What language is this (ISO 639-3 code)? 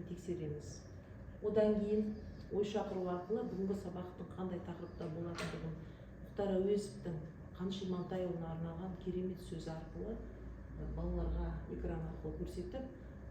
kaz